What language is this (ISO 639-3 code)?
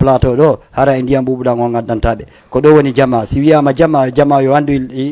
ful